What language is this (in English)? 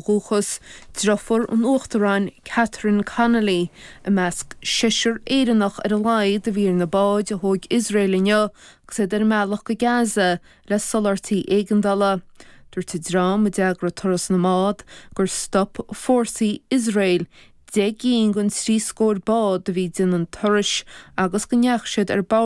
Irish